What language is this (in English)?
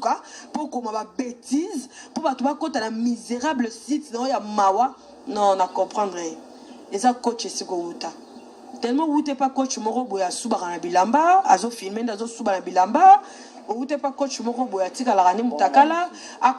Lingala